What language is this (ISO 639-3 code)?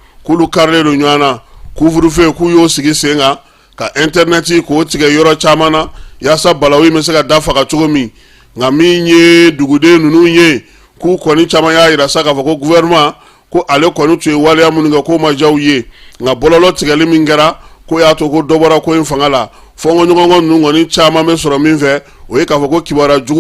bam